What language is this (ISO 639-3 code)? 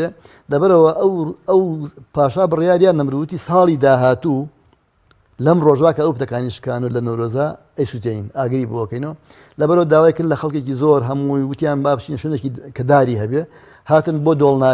ckb